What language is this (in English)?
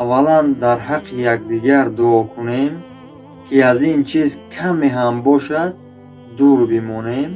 Tajik